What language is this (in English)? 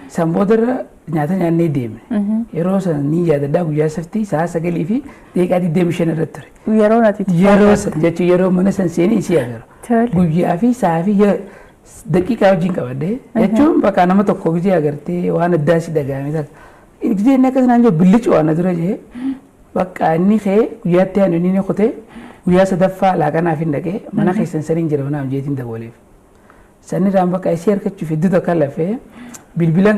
Oromo